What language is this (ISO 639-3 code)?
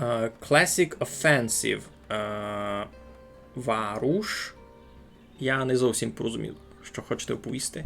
rue